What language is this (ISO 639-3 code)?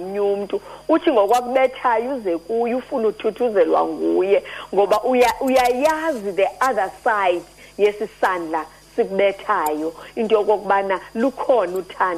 xho